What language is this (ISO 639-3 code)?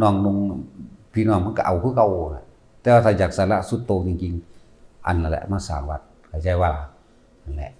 tts